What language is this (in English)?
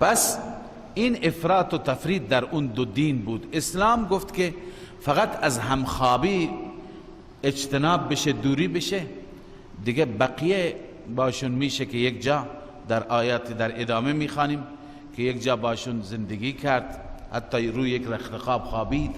Persian